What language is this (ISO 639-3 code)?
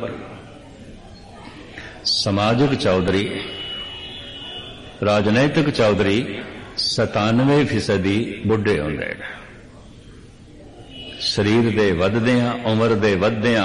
pan